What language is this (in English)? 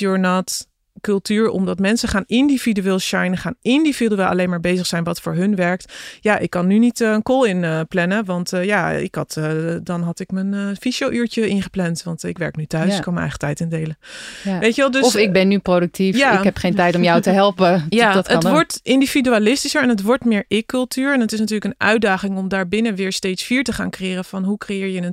Dutch